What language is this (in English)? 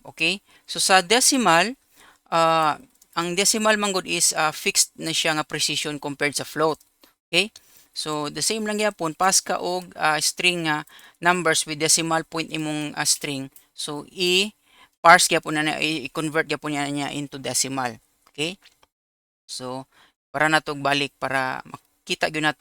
Cebuano